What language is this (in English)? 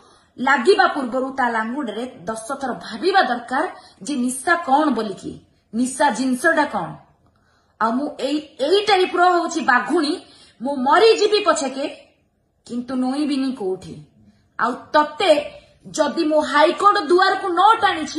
Odia